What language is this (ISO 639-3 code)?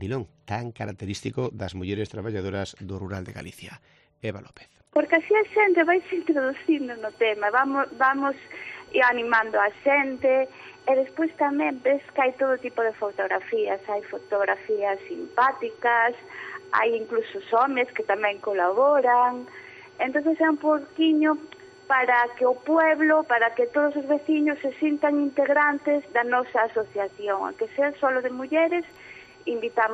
glg